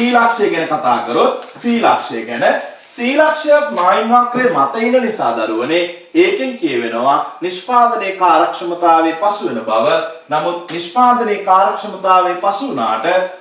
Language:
Sinhala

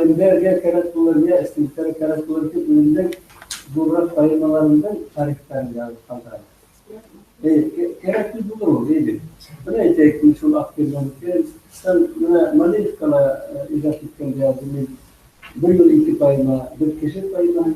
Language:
Bashkir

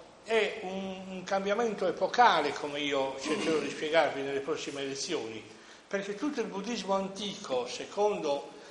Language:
Italian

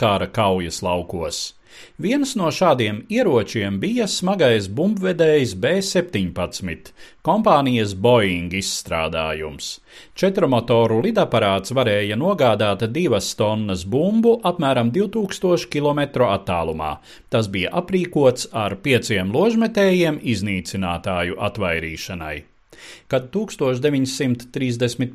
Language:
Latvian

